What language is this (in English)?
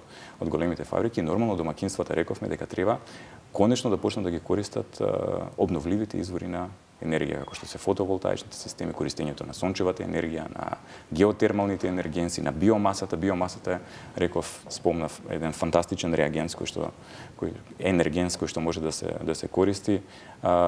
Macedonian